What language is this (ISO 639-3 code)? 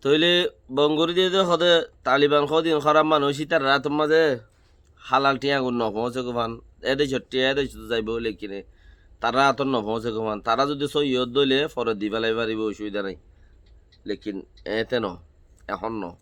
rhg